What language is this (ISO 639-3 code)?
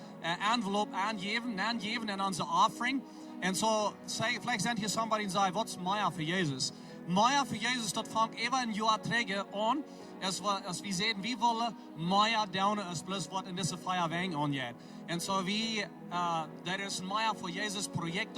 pdt